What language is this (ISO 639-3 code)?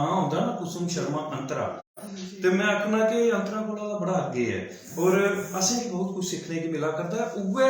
doi